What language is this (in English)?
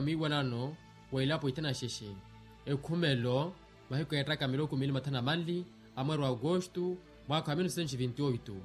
Makhuwa